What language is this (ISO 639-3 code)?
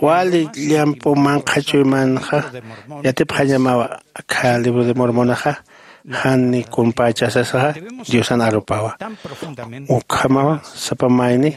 aym